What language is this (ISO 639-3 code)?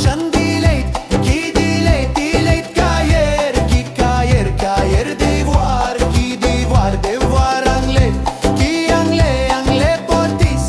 mfe